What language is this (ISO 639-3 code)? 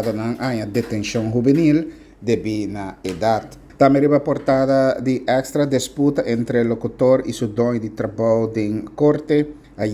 pap